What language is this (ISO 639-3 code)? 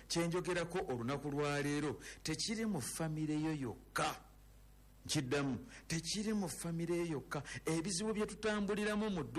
lug